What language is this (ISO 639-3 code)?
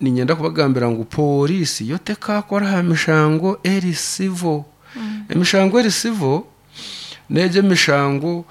nyn